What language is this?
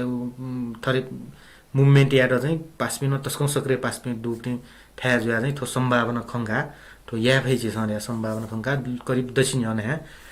Newari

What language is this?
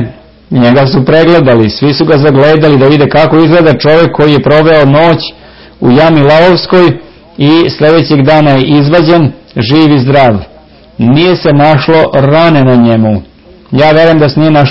Serbian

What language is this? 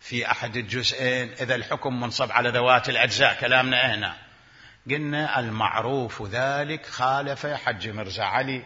Mesopotamian Arabic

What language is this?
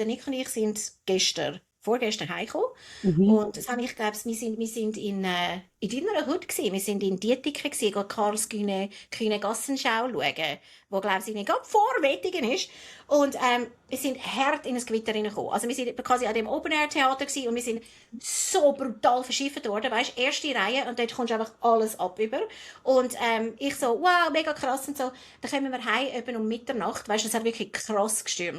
Swiss German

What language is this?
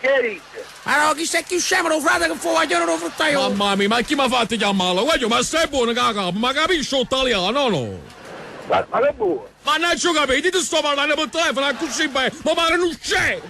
Neapolitan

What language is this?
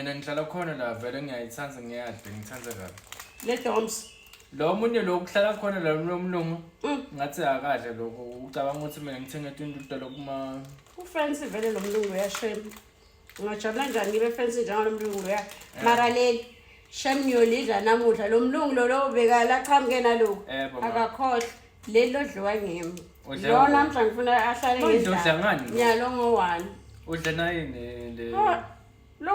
Zulu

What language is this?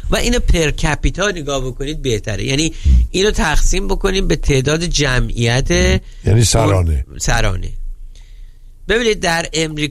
Persian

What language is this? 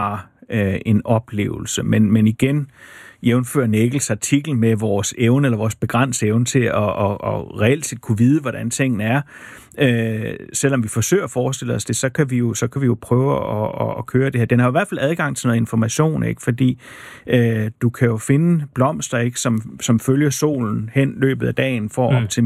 Danish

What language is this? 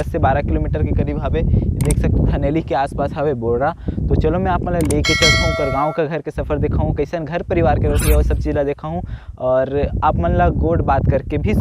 Chhattisgarhi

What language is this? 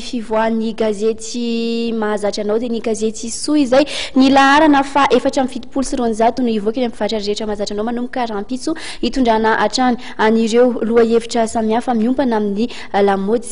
Malagasy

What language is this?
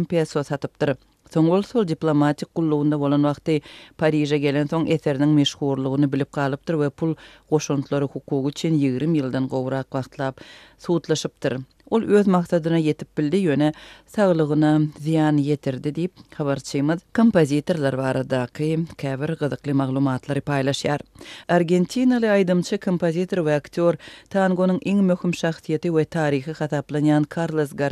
Turkmen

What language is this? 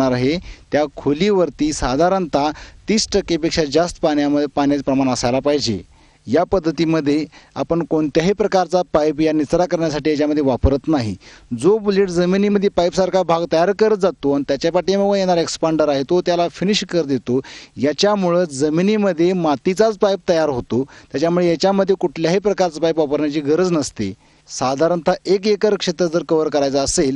Marathi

